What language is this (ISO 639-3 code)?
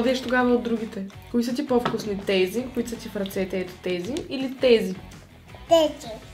bul